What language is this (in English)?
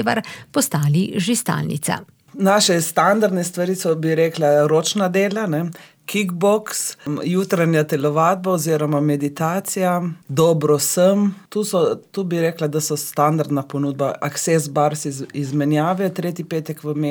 Slovenian